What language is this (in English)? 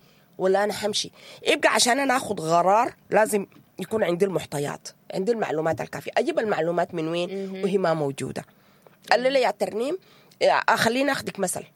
Sudanese Arabic